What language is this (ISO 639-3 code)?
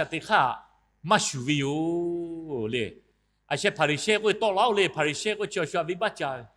lhu